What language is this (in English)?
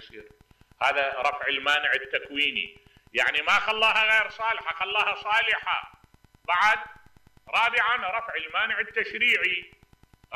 Mesopotamian Arabic